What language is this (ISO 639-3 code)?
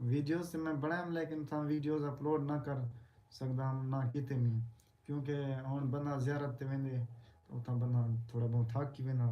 skr